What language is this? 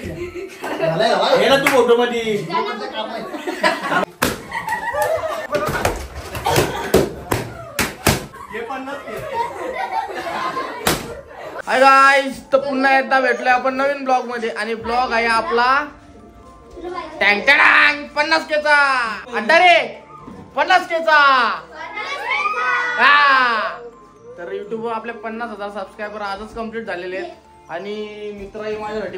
Marathi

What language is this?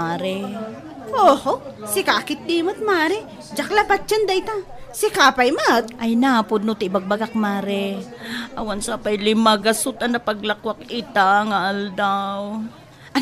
Iloko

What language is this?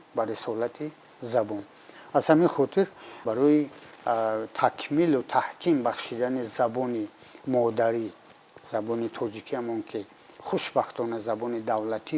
Tajik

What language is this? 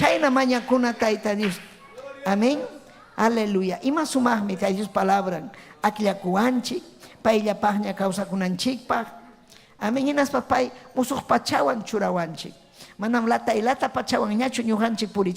Ayacucho Quechua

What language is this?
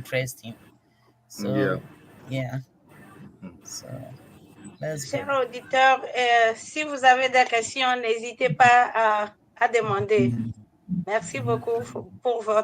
Ewe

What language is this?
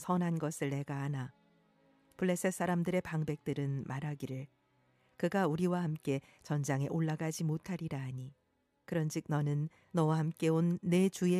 Korean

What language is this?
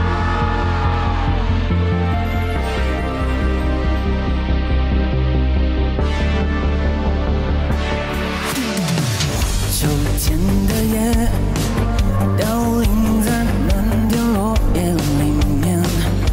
Chinese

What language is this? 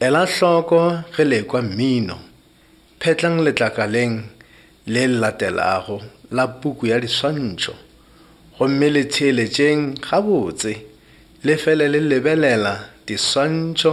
Northern Sotho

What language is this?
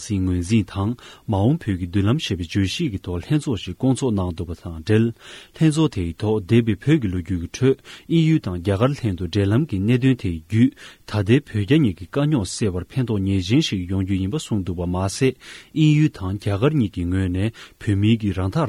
Tibetan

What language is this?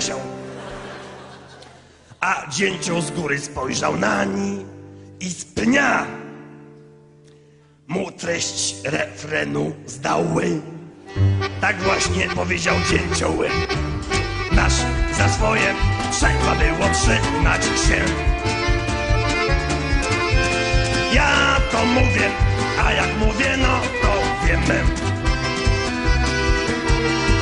Polish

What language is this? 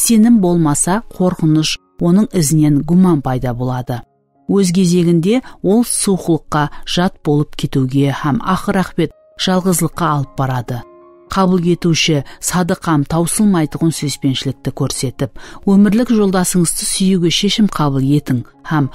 Kara-Kalpak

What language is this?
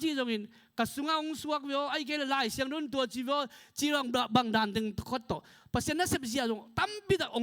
Tedim Chin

